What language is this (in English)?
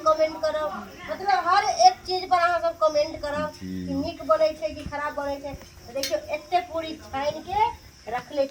Maithili